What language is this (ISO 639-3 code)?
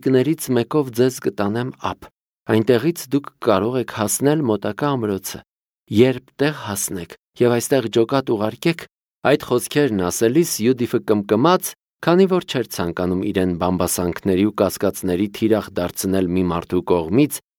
hye